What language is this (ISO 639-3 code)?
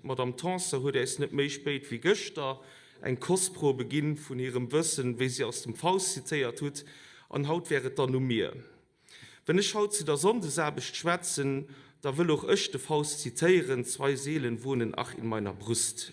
ltz